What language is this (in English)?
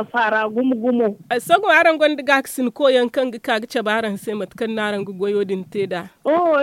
Zarma